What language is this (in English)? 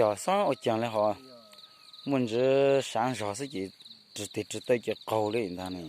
Hmong